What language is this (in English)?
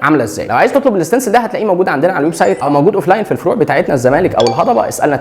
Egyptian Arabic